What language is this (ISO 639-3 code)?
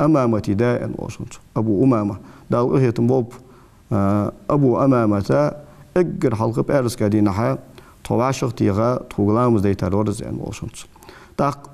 inh